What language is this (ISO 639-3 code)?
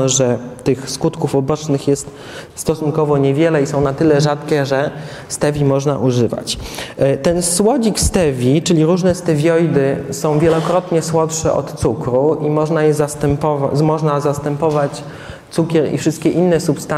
pol